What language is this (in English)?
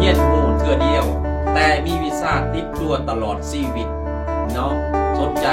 Lao